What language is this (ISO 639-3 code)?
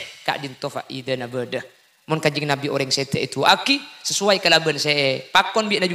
mad